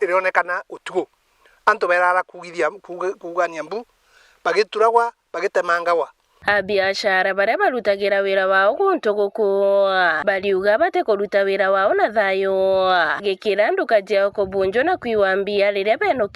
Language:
Meru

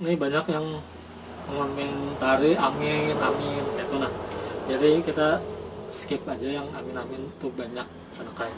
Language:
Banjar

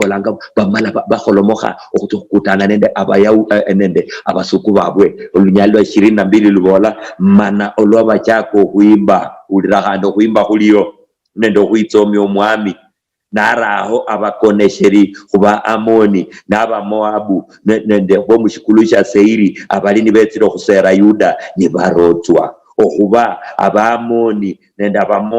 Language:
Luyia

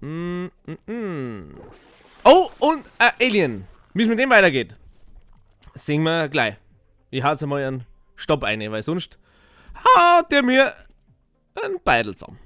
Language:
Bavarian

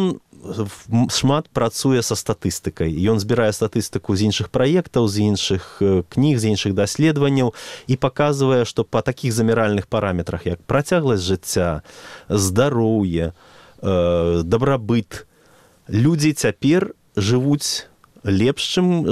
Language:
Belarusian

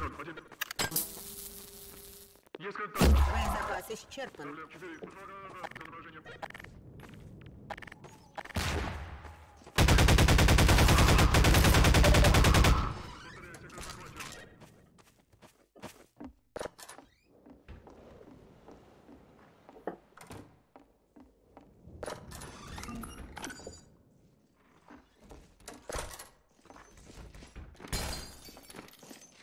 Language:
Russian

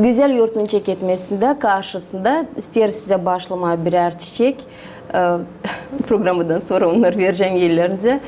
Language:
Gagauz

